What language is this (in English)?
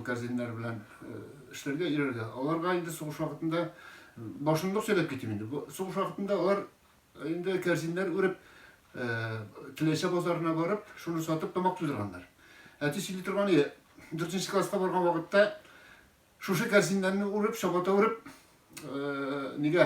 Tatar